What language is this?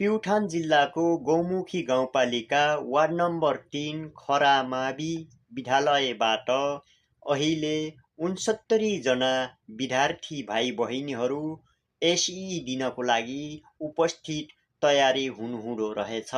Nepali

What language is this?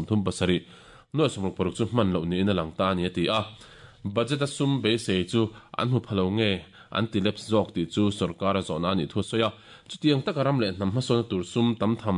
Mizo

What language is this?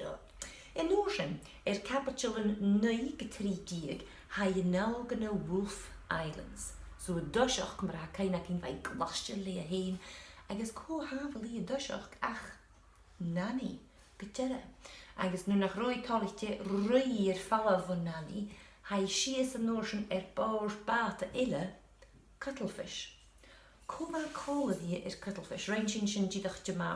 Scottish Gaelic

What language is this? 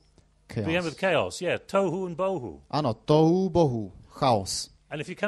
Slovak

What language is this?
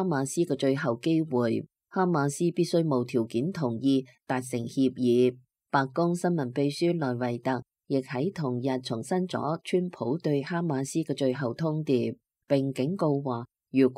Cantonese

